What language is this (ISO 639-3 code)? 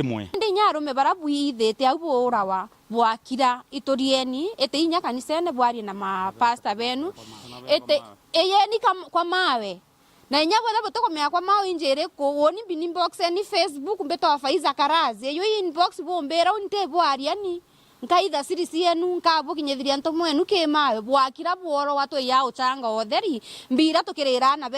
mer